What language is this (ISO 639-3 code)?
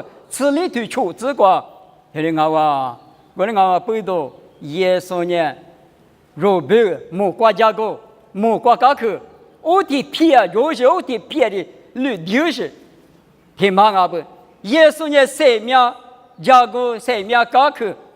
lis